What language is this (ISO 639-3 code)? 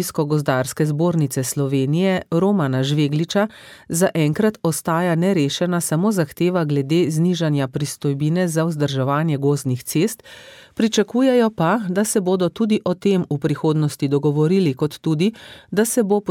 slv